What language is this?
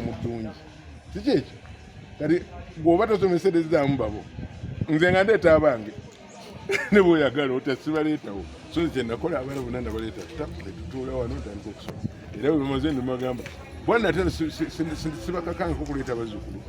Ganda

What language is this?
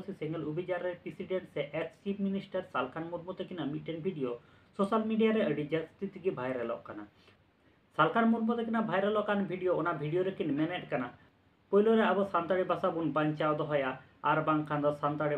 Santali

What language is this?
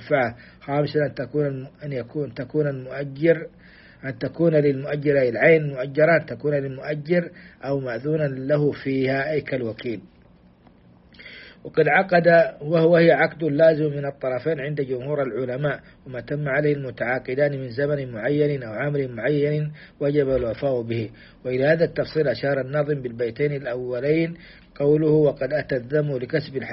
Arabic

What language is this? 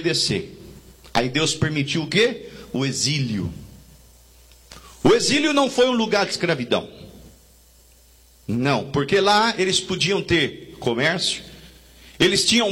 Portuguese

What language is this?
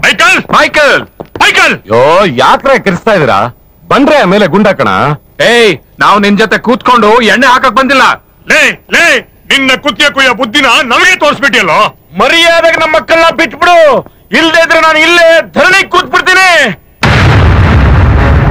Kannada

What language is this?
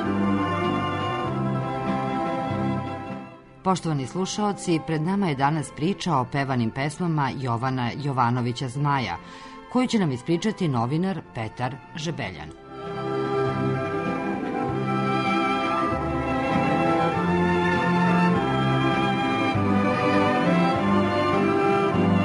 Serbian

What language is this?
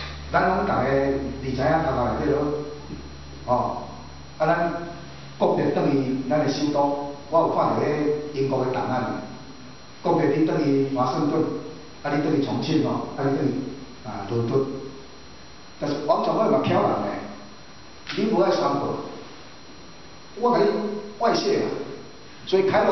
Min Nan Chinese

